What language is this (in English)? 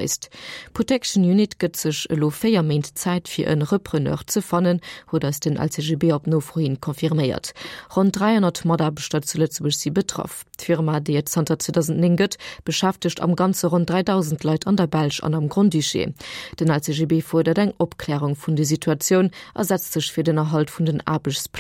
Luxembourgish